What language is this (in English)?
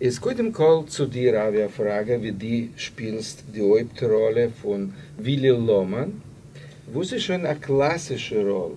Yiddish